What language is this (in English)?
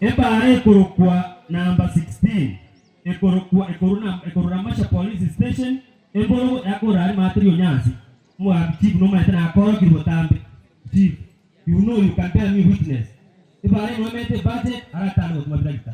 Gusii